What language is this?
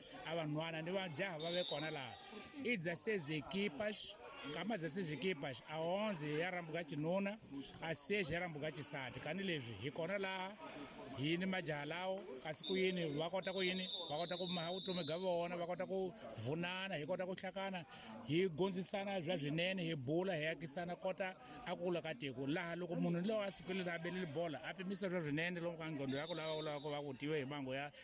Tsonga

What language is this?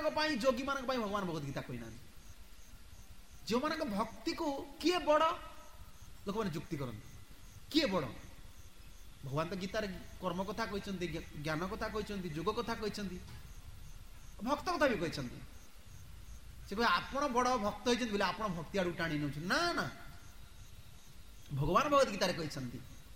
Odia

